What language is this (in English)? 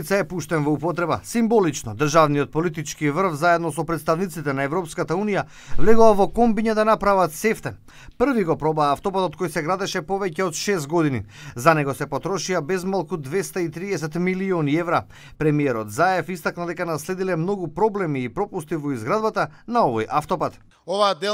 Macedonian